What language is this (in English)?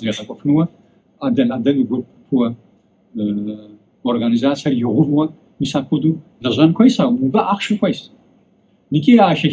Kabardian